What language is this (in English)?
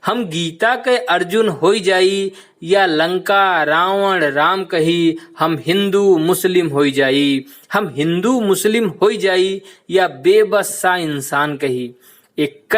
Awadhi